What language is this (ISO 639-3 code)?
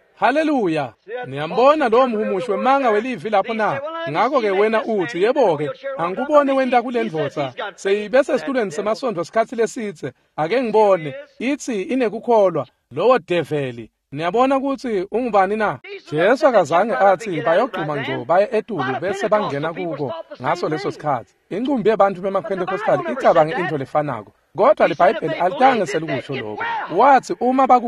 ssw